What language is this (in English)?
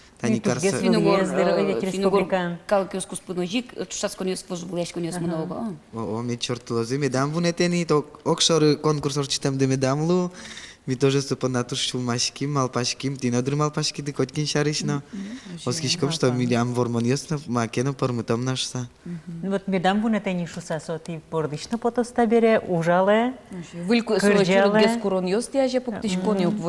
Udmurt